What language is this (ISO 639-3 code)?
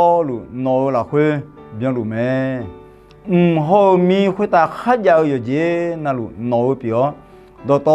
ahk